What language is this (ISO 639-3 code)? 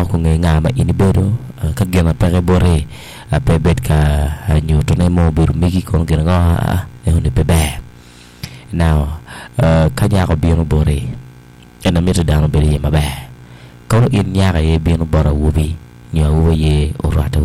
ach